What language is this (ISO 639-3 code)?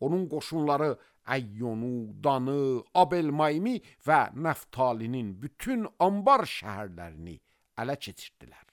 aze